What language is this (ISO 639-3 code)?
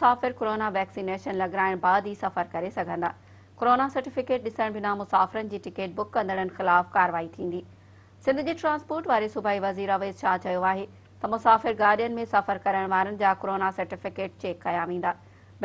snd